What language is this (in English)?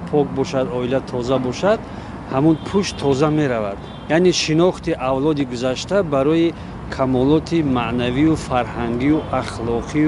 Tajik